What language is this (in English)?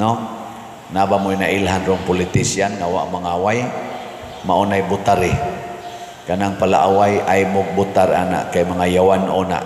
Cebuano